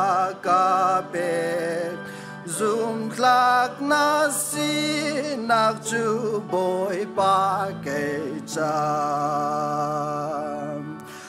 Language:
Hakha Chin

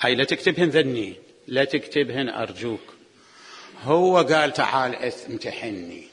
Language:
Mesopotamian Arabic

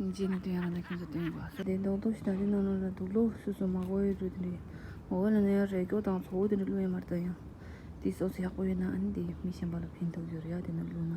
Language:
Tibetan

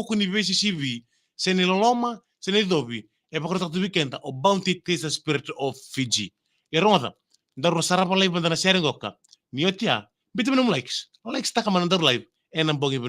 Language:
Fijian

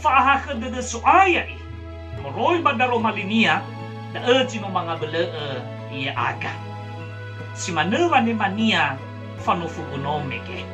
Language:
Nias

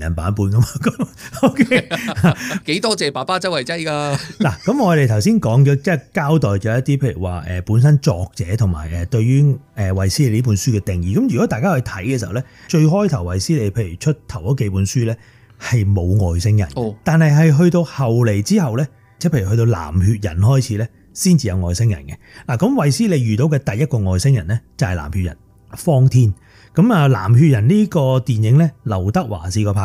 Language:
Cantonese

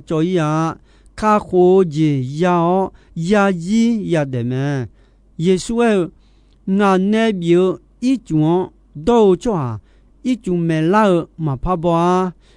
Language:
Akha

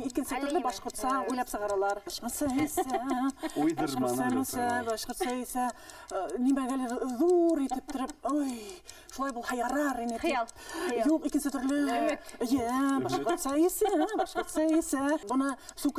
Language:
Bashkir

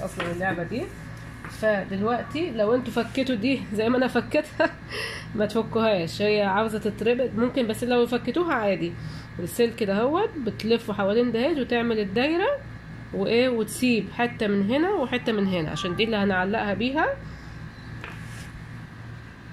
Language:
Egyptian Arabic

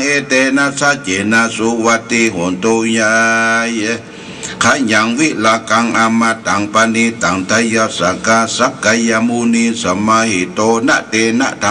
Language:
Pali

